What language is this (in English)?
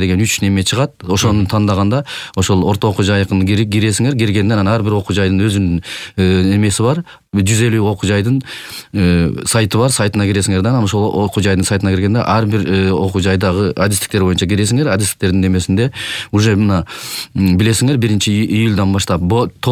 Kyrgyz